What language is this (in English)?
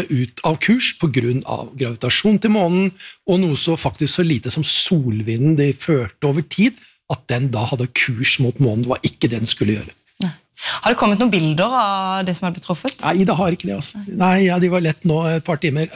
Norwegian